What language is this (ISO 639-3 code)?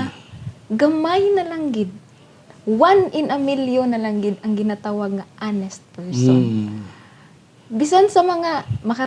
hil